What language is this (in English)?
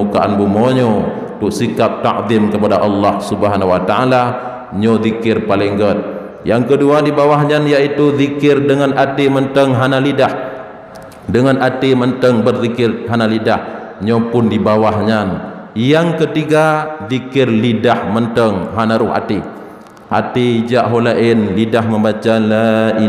Achinese